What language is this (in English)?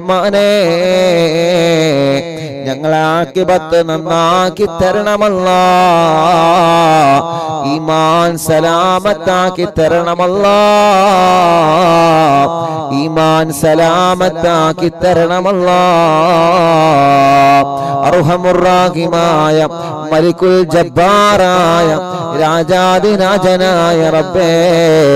Malayalam